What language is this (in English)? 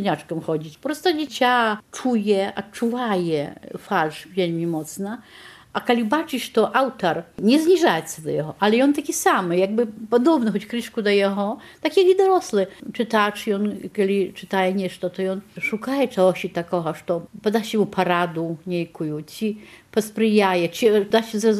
Belarusian